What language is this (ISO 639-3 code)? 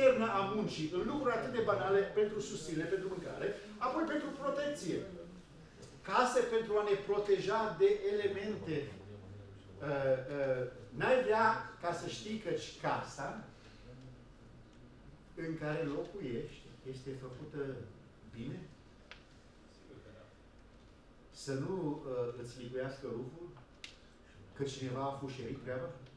ron